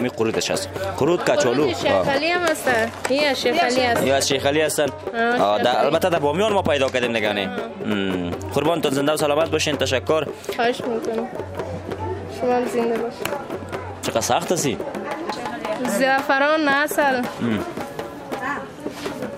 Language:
Persian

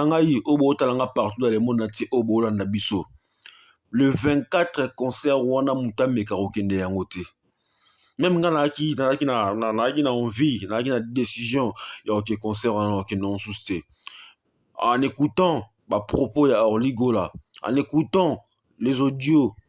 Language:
Lingala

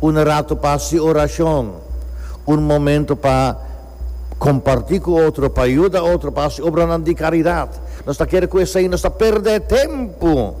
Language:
Papiamento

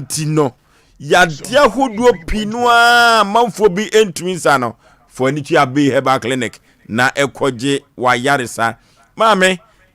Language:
Akan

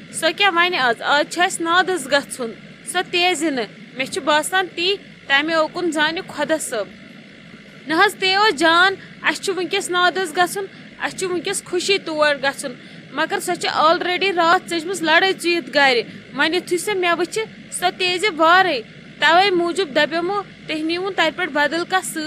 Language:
Kashmiri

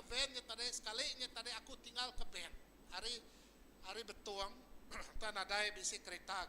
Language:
Iban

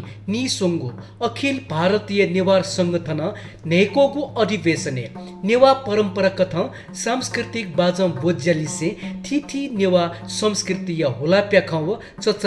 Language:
Newari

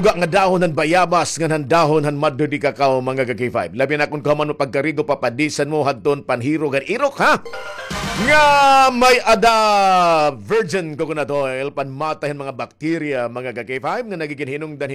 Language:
Waray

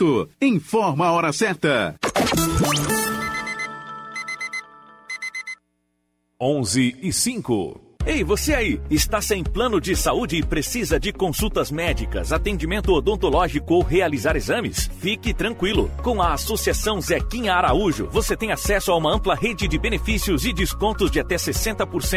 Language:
Portuguese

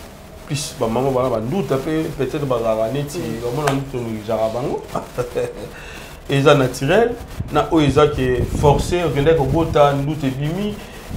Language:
Lingala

